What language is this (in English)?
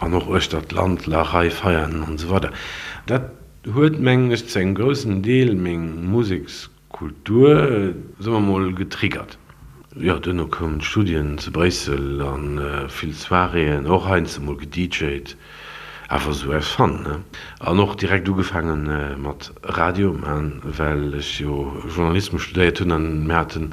Luxembourgish